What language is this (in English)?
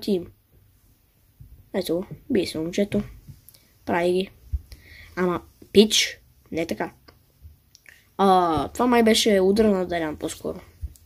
Bulgarian